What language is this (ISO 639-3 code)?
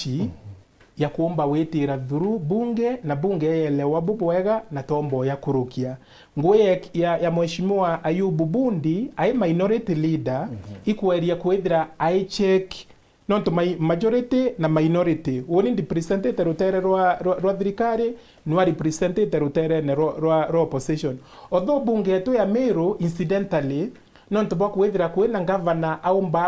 mer